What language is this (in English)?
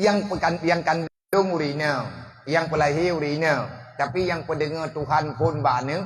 Achinese